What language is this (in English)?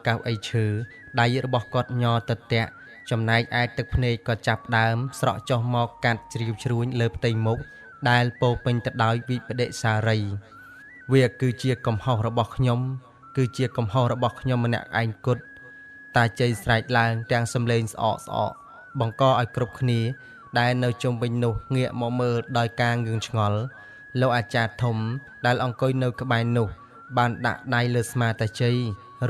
Khmer